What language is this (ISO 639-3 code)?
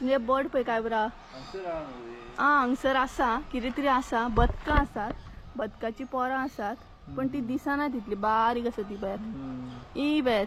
kok